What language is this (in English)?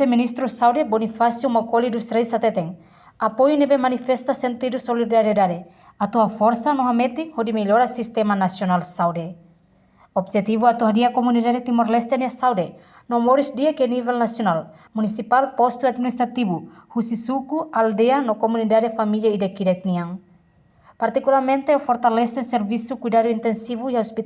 Tetum